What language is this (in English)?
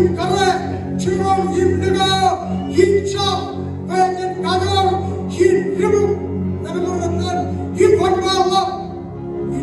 Marshallese